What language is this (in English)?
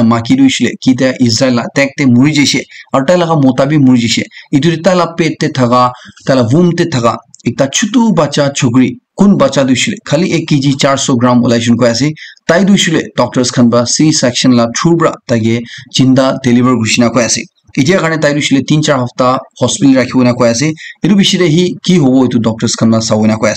Naga Pidgin